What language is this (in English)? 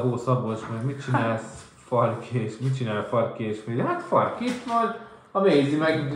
Hungarian